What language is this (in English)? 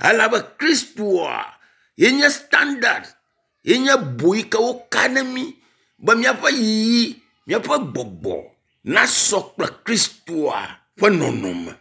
Ewe